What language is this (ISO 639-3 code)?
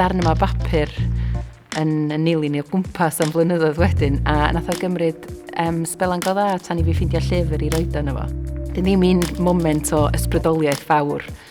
cym